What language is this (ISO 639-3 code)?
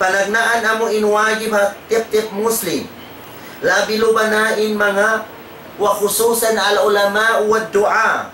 tsg